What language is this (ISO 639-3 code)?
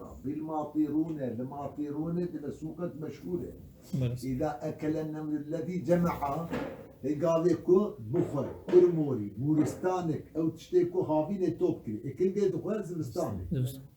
kur